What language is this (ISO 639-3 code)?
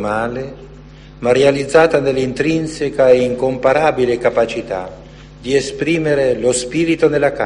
ita